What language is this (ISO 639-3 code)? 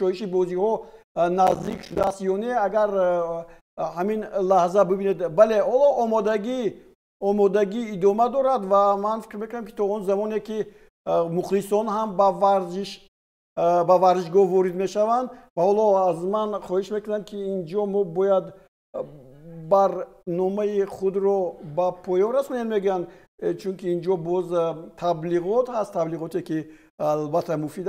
tgk